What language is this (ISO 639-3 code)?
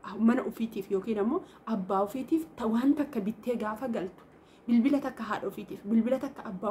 orm